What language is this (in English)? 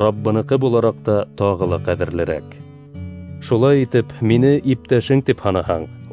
Bashkir